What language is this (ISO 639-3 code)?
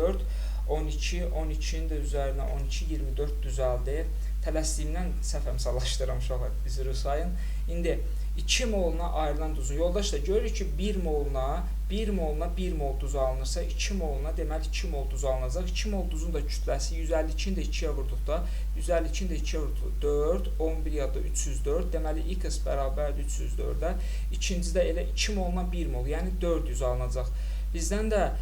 aze